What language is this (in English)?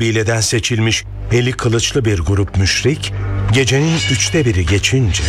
Turkish